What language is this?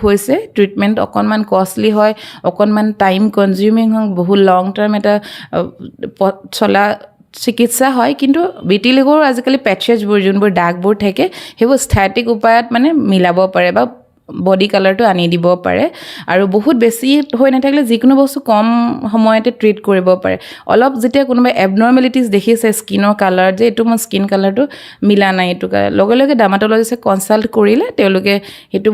Assamese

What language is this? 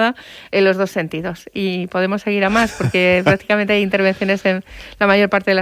Spanish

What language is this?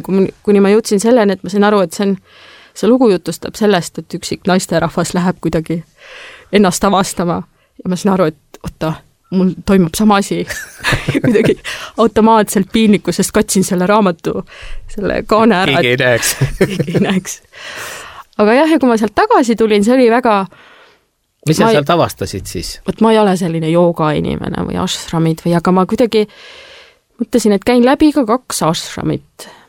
Estonian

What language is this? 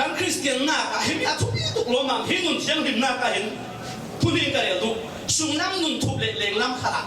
Falam Chin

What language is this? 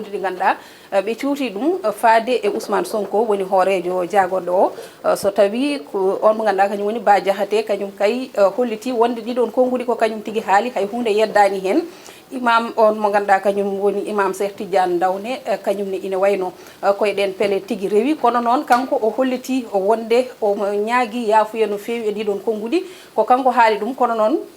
Fula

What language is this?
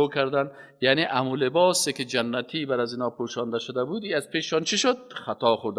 Persian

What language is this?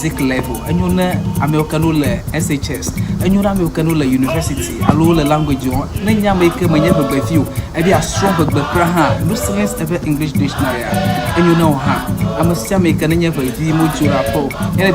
Ewe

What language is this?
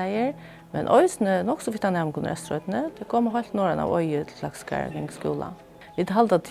Faroese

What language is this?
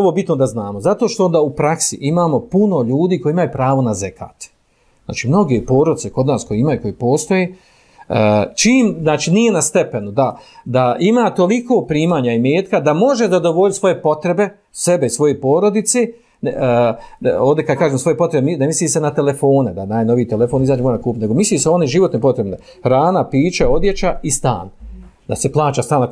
Bosnian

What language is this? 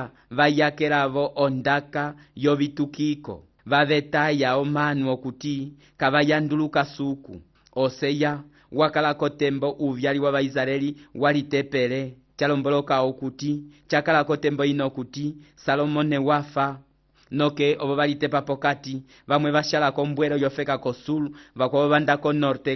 Umbundu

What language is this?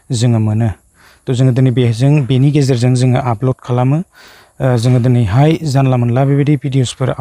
Bodo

